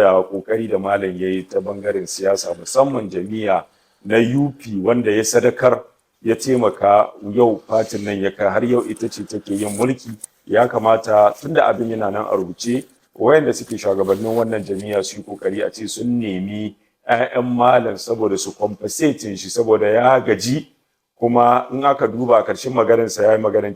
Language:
Hausa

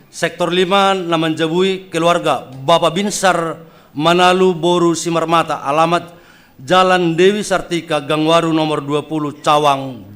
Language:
Batak Simalungun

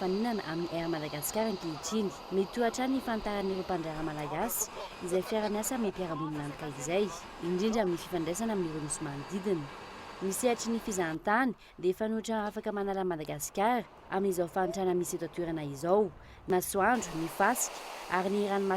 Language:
Malagasy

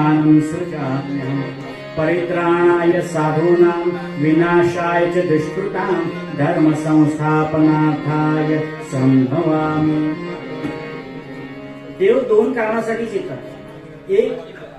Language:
Marathi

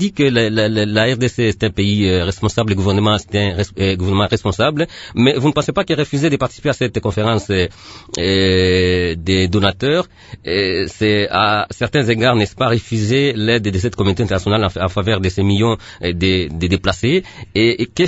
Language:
French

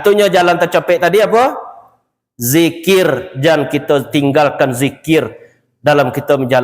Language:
Minangkabau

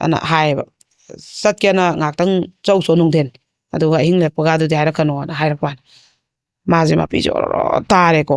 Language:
Manipuri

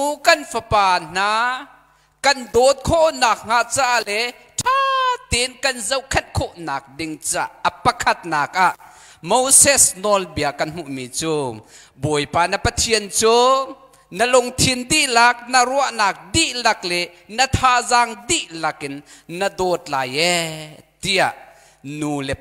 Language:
Hakha Chin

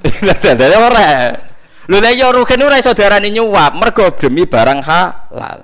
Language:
Javanese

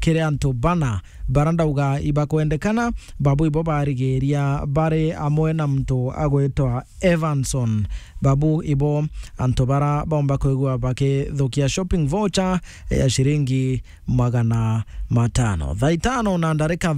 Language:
Meru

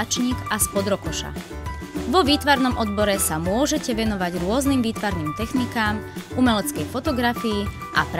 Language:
Slovak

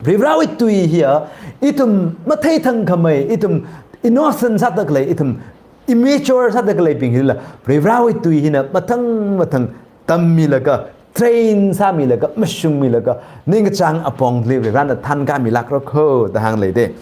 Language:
Tangkhul Naga (India)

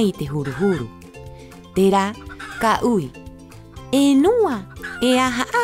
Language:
Rapanui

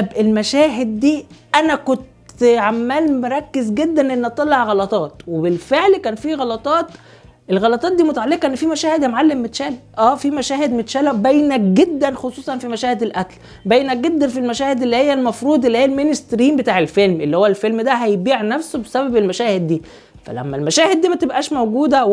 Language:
Egyptian Arabic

